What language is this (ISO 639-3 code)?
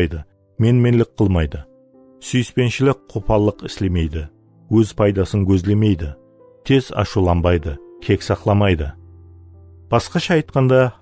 kaa